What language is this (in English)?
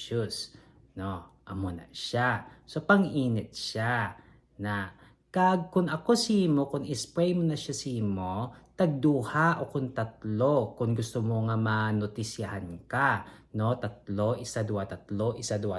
Hiligaynon